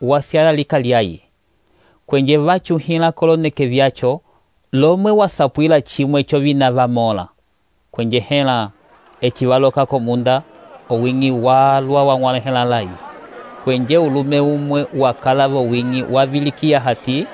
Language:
Umbundu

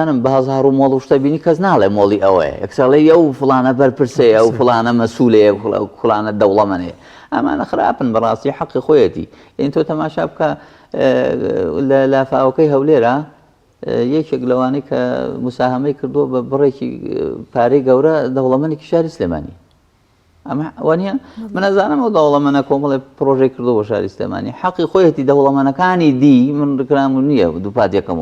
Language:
Central Kurdish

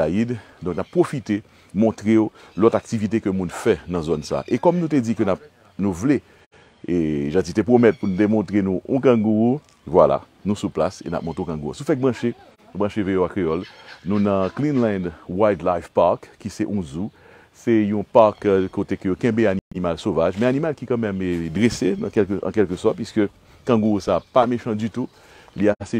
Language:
Haitian Creole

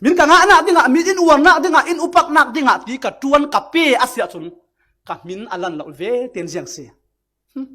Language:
Falam Chin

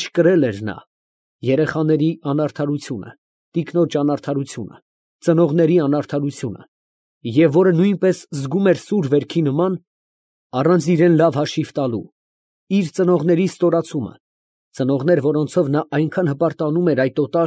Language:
Armenian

